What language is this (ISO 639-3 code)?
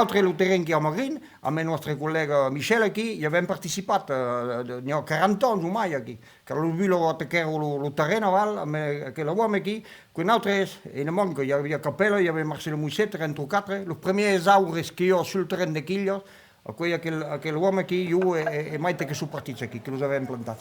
oci